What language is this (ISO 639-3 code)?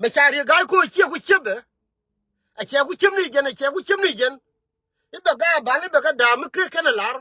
nus